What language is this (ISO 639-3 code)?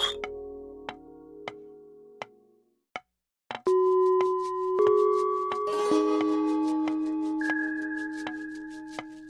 ell